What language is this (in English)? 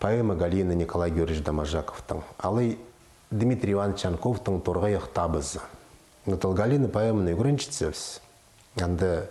Khakas